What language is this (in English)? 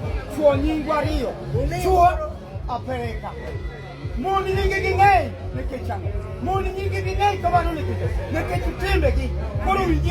Luo (Kenya and Tanzania)